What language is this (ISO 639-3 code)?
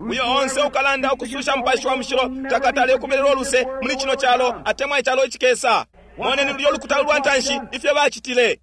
bem